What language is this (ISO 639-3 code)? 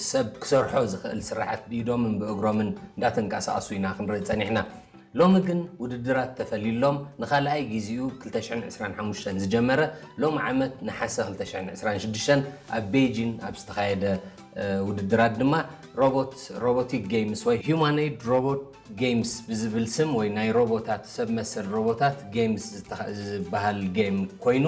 tir